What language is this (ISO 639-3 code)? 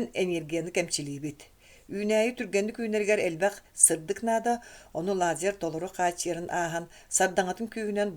sah